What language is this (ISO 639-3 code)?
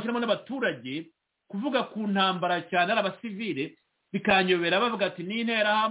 kin